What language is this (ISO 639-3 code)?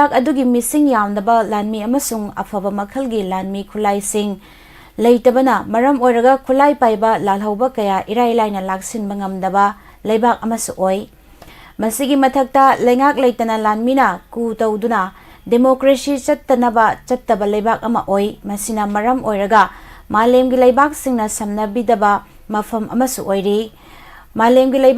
mni